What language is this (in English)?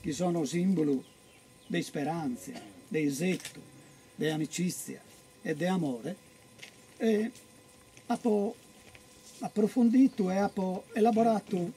Sardinian